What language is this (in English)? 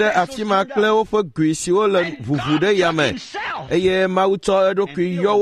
Ewe